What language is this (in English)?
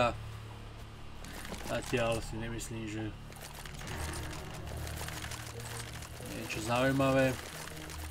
Slovak